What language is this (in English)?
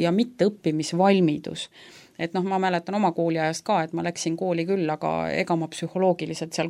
Estonian